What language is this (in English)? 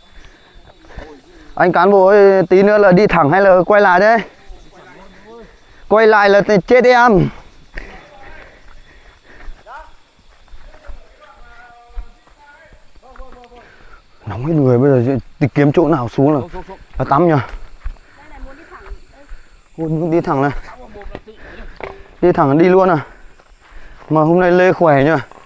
Vietnamese